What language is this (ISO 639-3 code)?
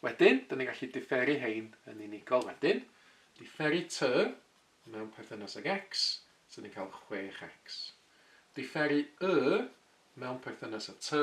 cym